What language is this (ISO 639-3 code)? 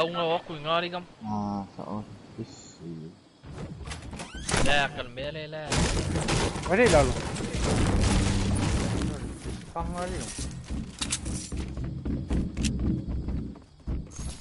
msa